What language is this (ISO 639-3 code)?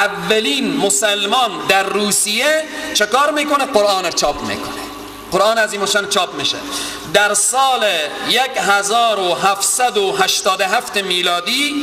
fas